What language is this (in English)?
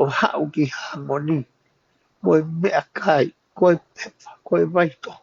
Tongan